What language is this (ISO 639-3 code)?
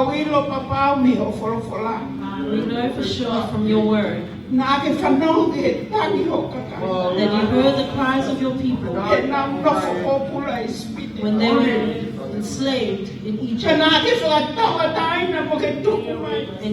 ton